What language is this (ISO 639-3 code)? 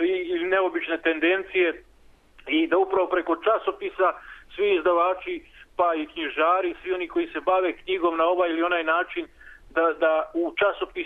srp